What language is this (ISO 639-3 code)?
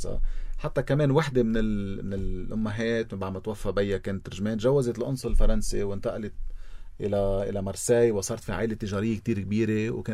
apc